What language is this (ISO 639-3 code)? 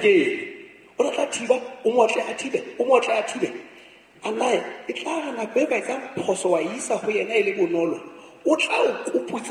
sot